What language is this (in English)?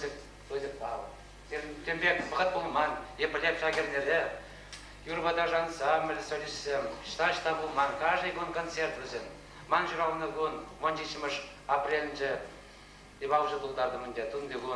Chuvash